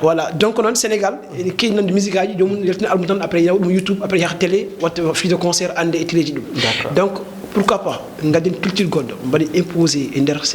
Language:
Fula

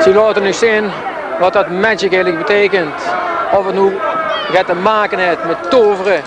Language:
Limburgish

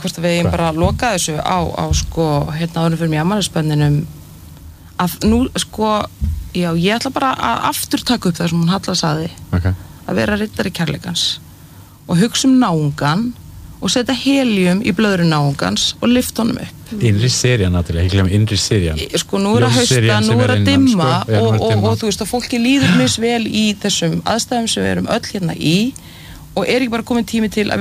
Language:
Icelandic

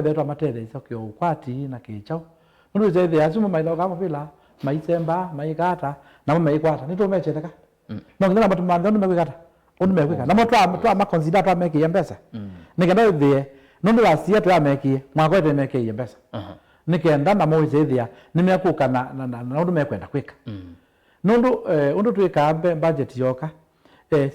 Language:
Kamba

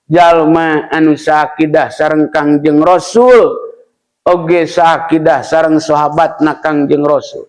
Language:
Sundanese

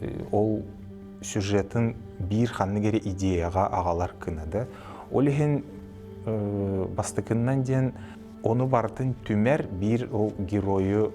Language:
Yakut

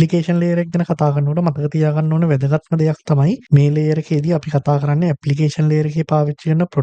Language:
Sinhala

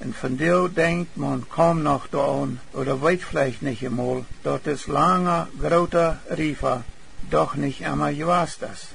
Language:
Plautdietsch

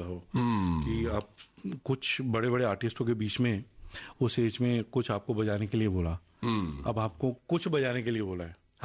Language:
Hindi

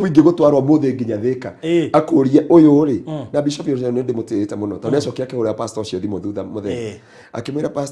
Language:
Kikuyu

